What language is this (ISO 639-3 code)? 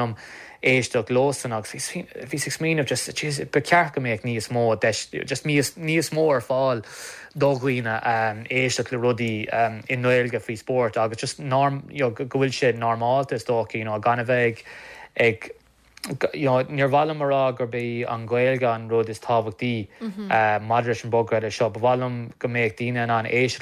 gle